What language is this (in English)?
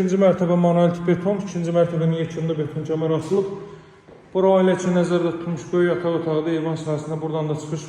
Azerbaijani